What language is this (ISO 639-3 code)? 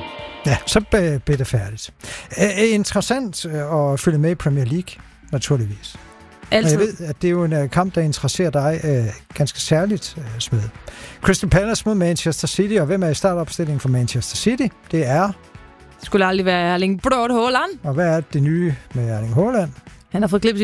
dan